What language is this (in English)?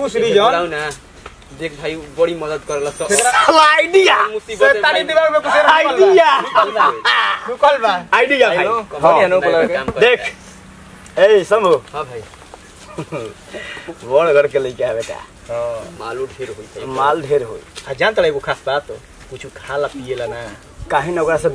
Bhojpuri